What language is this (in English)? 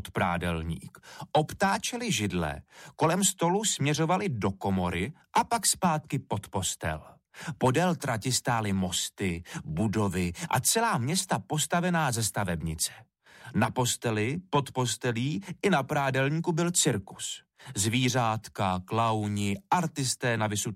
Czech